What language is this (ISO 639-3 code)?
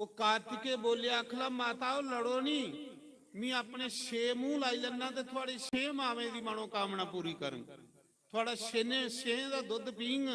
doi